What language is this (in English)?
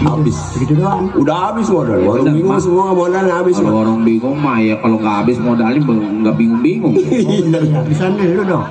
Betawi